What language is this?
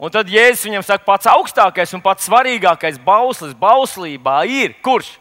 Latvian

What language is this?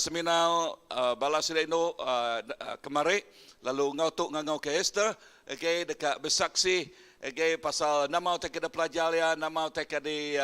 Iban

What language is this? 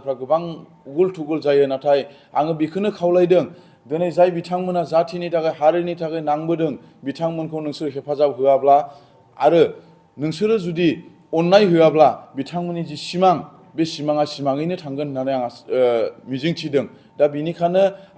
Bodo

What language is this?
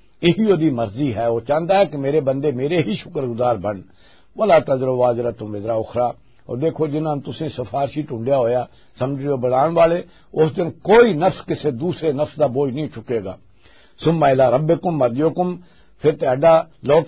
Western Panjabi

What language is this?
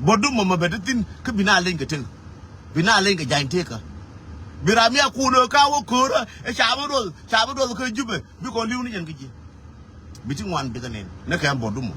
Nuer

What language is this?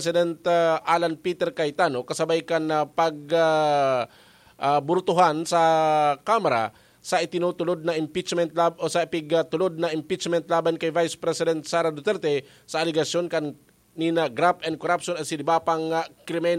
Bikol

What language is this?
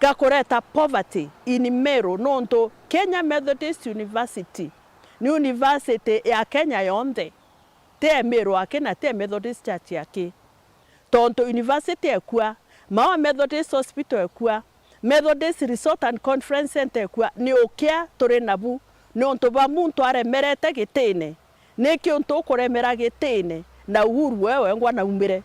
Meru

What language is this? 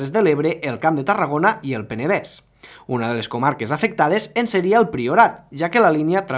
Catalan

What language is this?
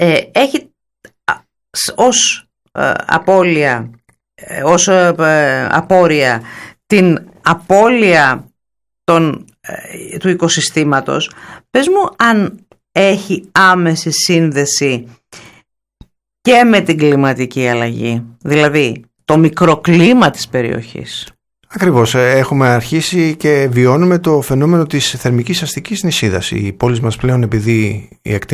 Greek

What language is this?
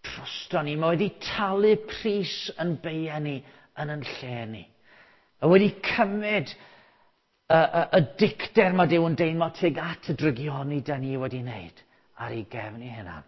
Welsh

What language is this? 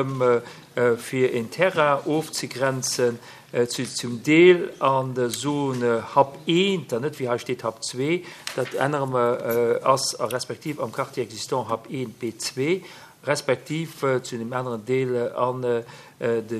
Luxembourgish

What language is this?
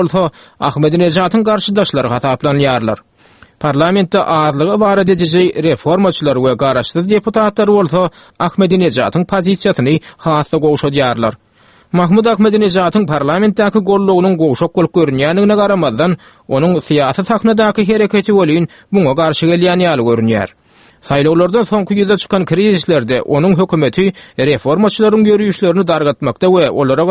Turkmen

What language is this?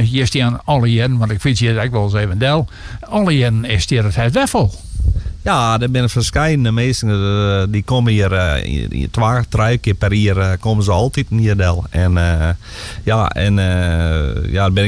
Western Frisian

